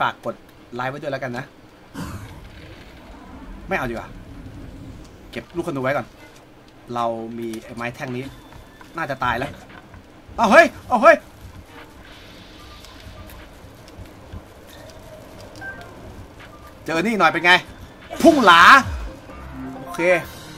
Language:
Thai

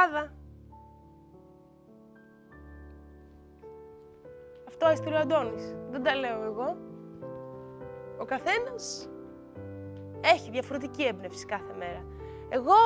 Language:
Greek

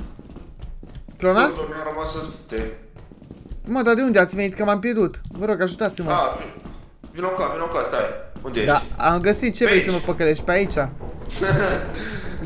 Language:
Romanian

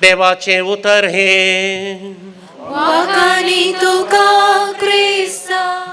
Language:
Konkani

